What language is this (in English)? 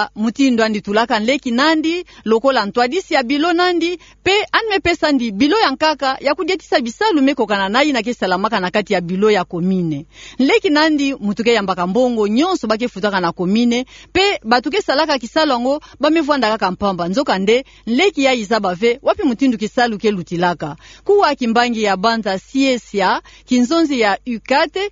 Kituba (Democratic Republic of Congo)